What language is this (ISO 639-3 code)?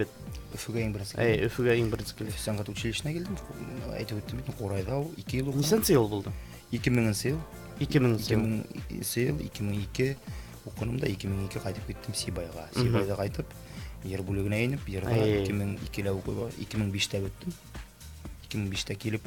bak